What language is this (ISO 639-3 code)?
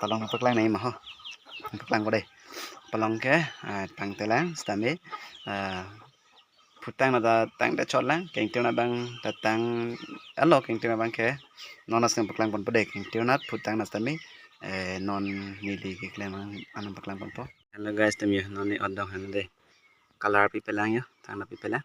mjw